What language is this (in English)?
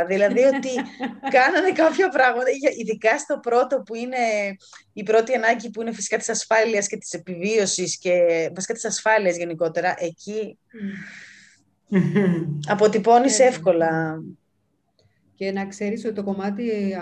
Greek